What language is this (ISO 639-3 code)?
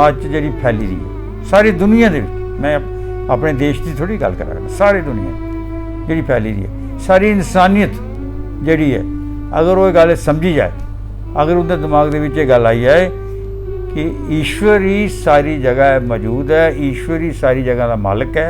doi